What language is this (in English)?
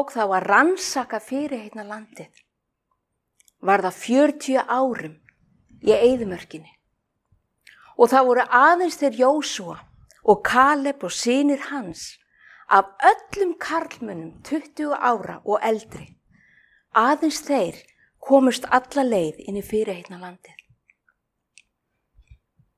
Icelandic